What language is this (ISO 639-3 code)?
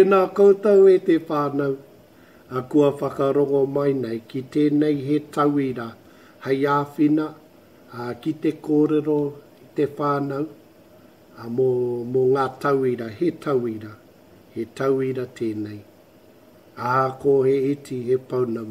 mri